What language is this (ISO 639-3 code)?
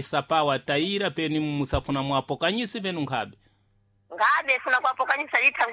seh